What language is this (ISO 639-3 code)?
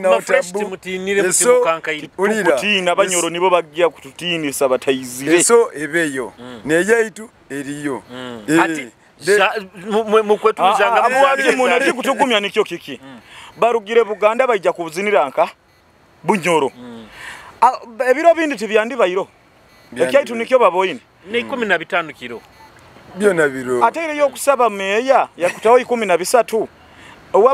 nyo